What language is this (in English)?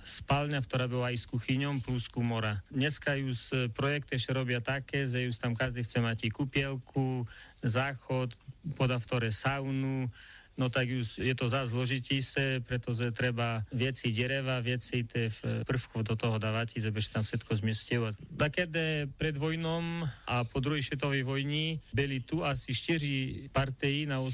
Rusyn